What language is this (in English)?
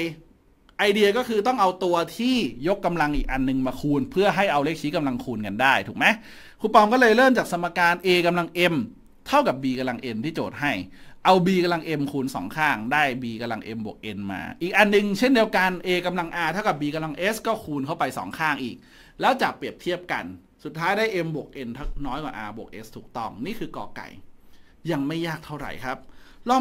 Thai